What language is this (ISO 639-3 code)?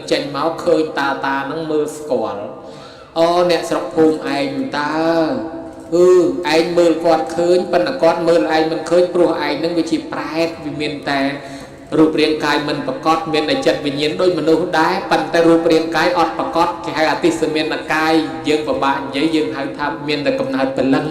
khm